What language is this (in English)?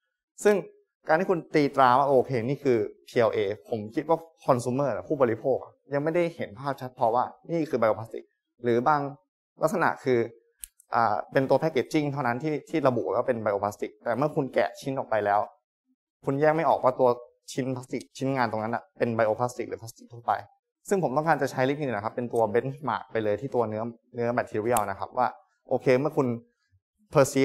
Thai